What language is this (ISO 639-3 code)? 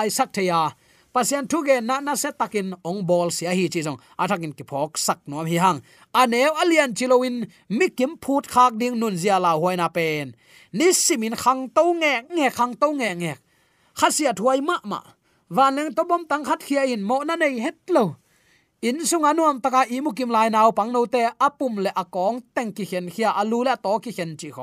ctd